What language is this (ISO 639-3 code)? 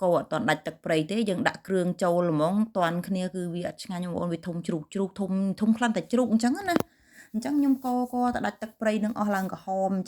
khm